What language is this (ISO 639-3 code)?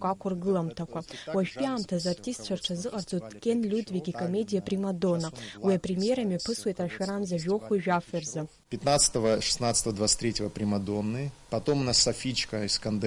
abk